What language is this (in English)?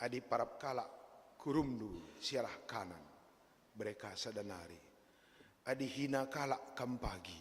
Batak Karo